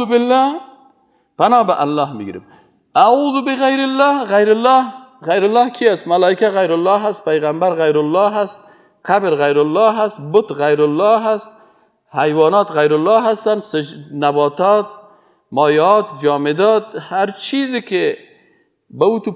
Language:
Persian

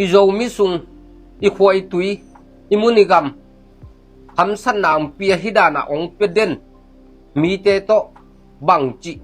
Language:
Tedim Chin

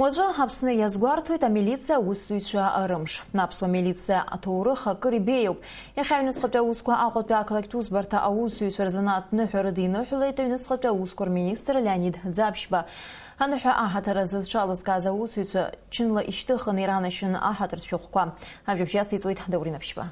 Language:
Abkhazian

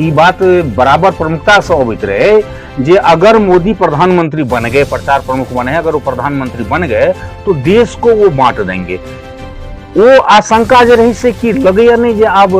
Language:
Maithili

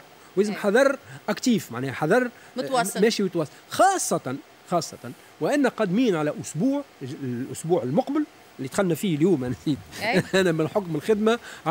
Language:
Tunisian Arabic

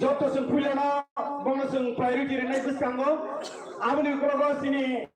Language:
Kok Borok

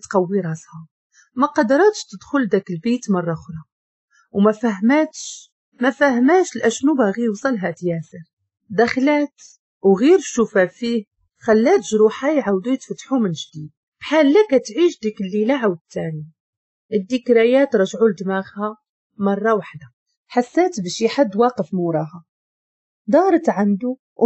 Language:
Moroccan Arabic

